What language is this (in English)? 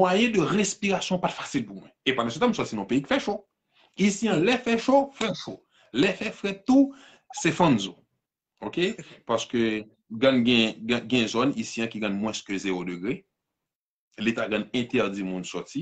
Haitian Creole